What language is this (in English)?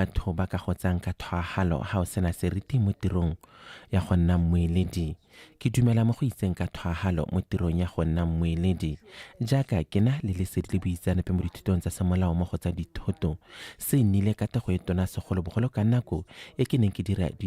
Tswana